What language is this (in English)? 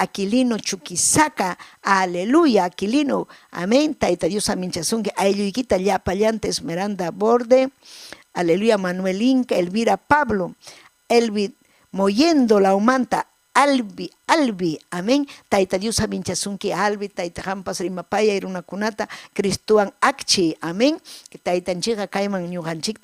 Ayacucho Quechua